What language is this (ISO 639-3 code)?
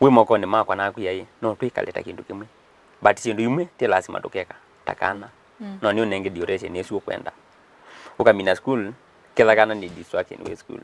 kam